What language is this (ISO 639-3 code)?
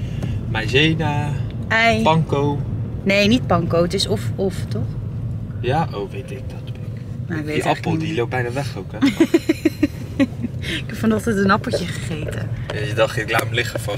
nld